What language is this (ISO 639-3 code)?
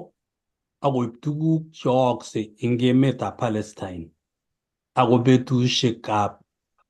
kln